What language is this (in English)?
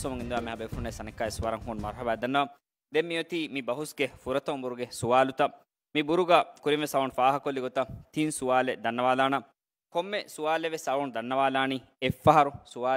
Divehi